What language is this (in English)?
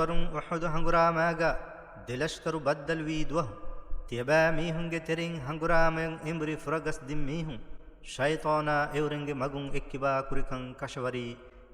Divehi